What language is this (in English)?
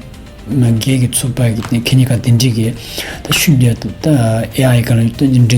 Tibetan